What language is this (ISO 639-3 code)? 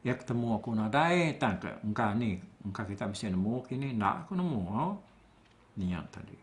iba